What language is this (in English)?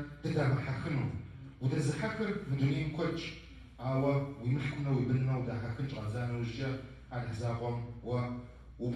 Kabardian